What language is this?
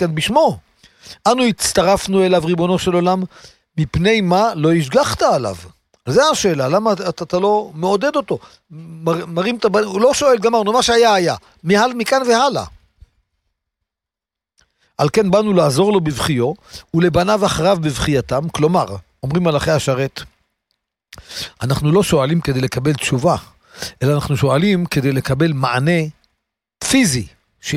Hebrew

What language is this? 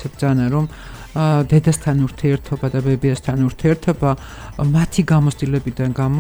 Georgian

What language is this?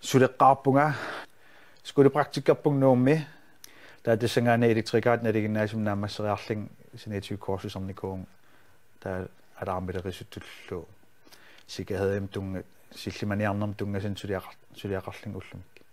Kalaallisut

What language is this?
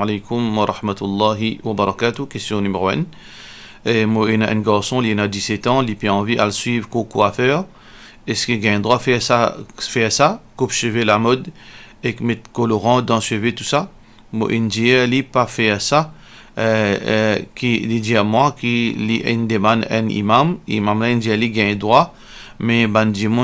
Morisyen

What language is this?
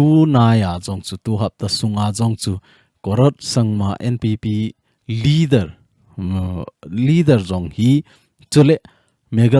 Thado Chin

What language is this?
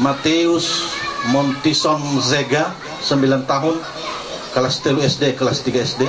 Nias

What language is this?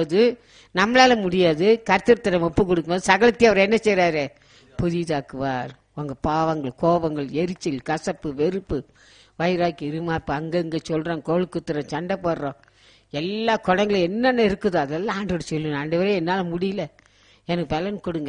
Tamil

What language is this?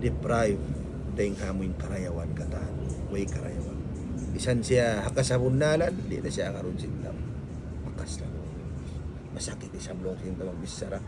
Tausug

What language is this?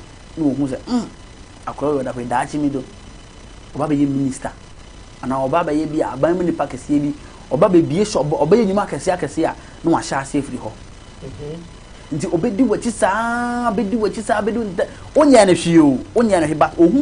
Akan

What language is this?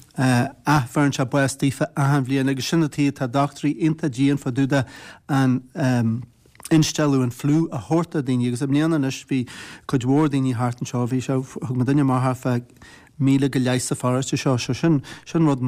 Irish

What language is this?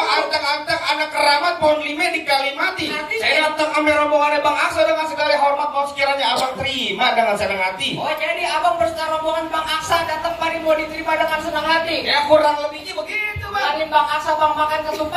Betawi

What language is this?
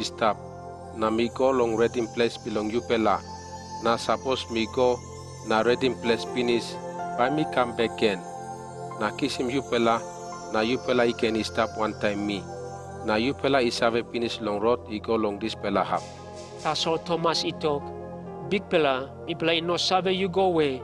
Tok Pisin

